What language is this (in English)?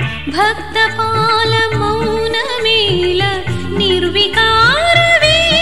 Telugu